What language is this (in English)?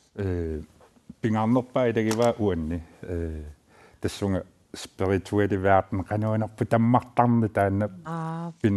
Kalaallisut